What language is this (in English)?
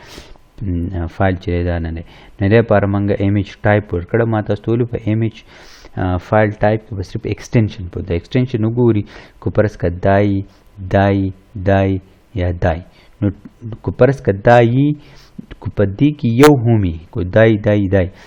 Pashto